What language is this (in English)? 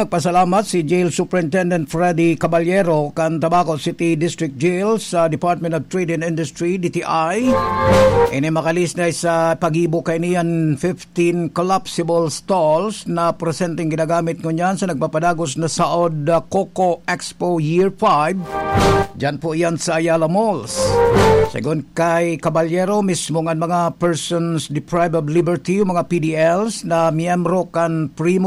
Bikol